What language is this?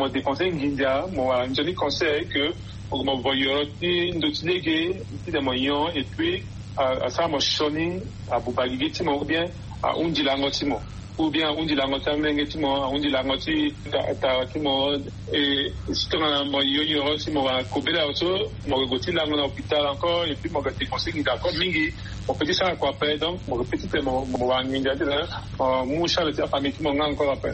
Sango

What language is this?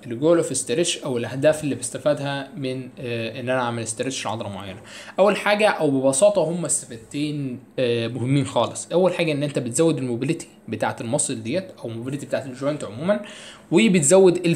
Egyptian Arabic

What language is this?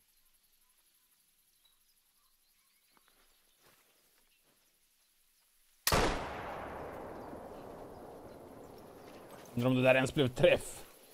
Swedish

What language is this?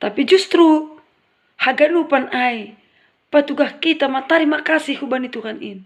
Batak Simalungun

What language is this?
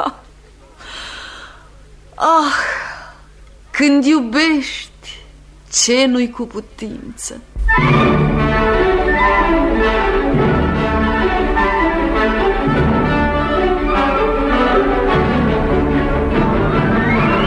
Romanian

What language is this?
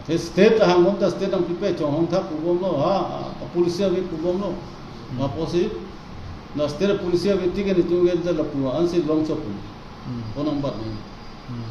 Karbi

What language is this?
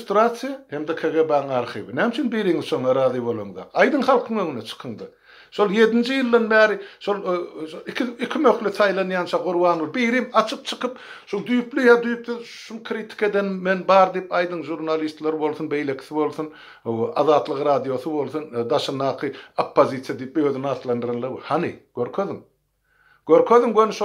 Turkmen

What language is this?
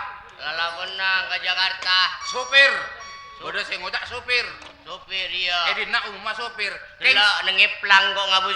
Madurese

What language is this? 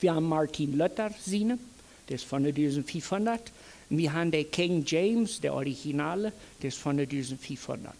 Plautdietsch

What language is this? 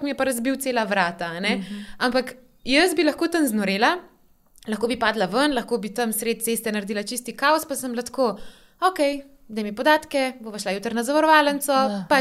Slovenian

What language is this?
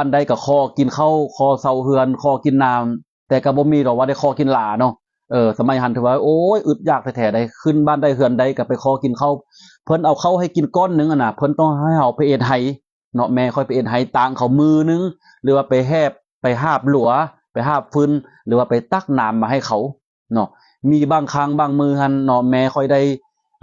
Lao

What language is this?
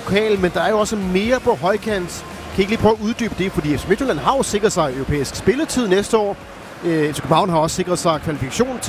Danish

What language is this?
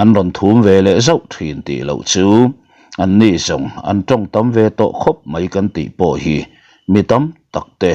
Mizo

